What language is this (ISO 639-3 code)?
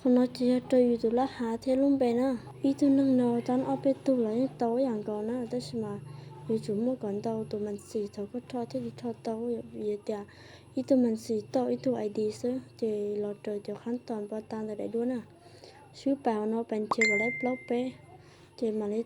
hmn